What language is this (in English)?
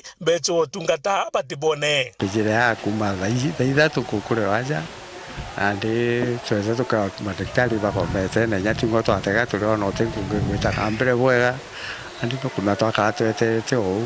Meru